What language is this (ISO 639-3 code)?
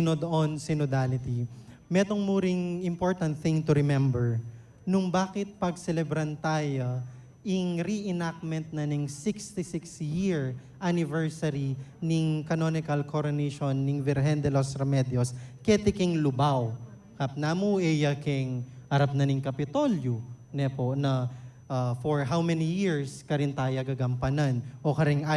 pam